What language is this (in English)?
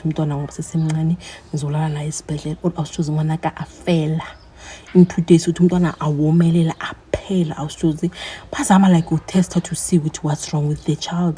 Zulu